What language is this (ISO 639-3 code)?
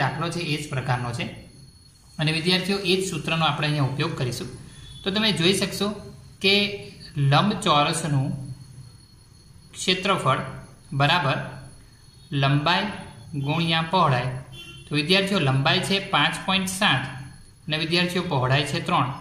guj